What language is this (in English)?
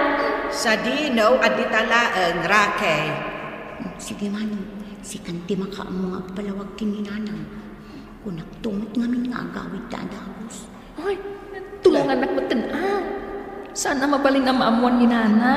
Iloko